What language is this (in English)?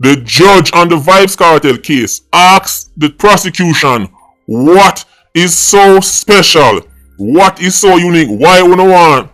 Jamaican Creole English